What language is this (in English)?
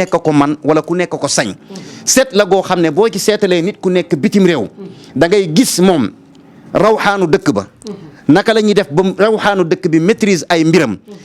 Wolof